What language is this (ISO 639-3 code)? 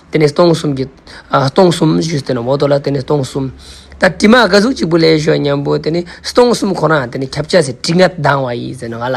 lbj